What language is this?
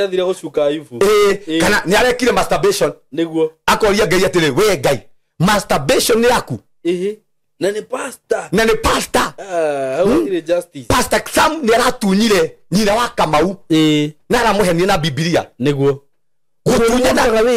Kikuyu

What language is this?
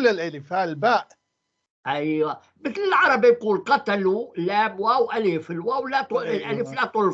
North Levantine Arabic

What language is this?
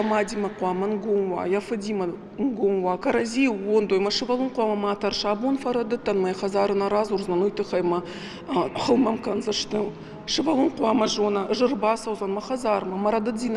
Ossetic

